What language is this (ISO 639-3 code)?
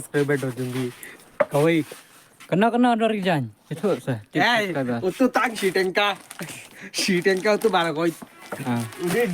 kha